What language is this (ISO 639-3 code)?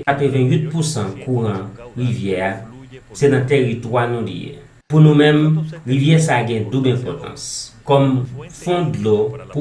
hat